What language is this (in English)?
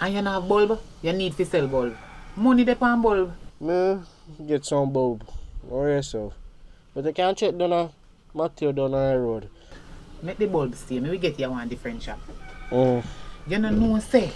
Jamaican Creole English